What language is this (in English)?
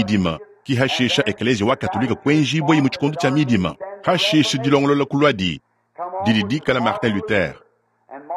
Luba-Lulua